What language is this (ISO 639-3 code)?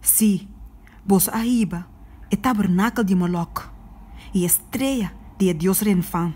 pap